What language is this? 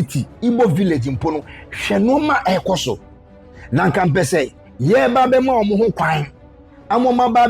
Akan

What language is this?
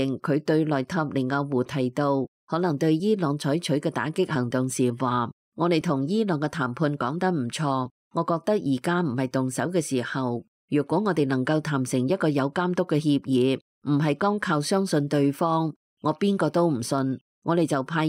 Cantonese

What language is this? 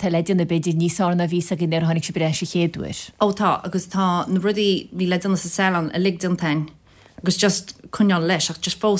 Irish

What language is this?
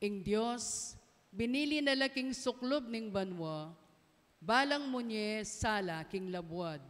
Pampanga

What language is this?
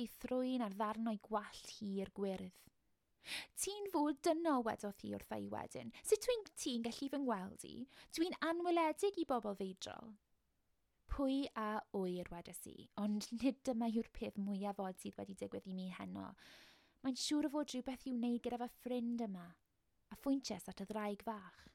Welsh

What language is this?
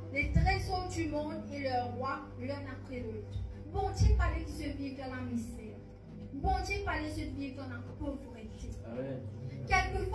Morisyen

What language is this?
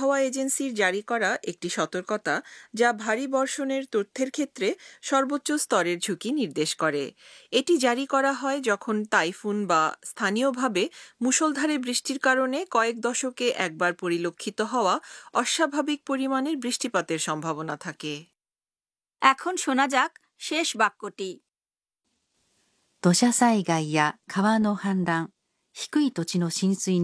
Bangla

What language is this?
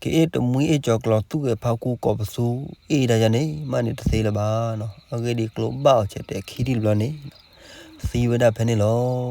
S'gaw Karen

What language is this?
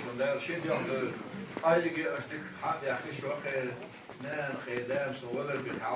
Chechen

